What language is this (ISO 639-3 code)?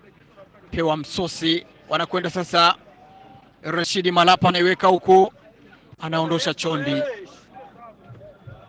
swa